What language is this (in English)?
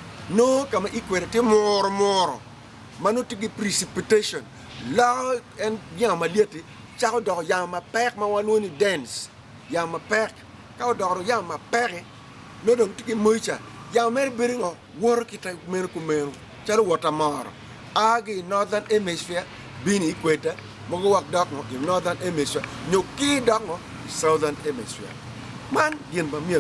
Acoli